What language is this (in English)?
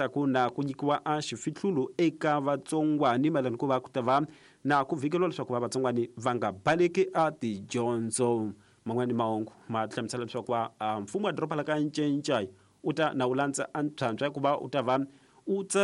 Tsonga